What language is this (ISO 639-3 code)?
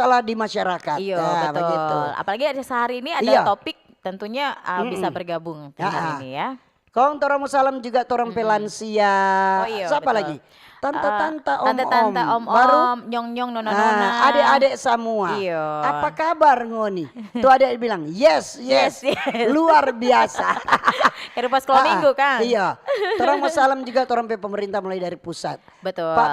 xmm